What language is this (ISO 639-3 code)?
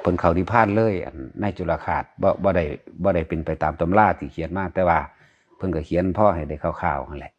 tts